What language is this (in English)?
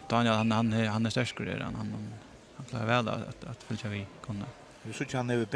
Faroese